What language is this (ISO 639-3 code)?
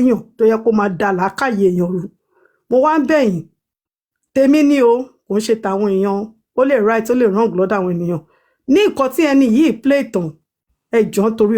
yor